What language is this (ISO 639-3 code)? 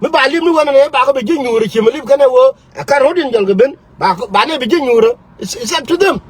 nus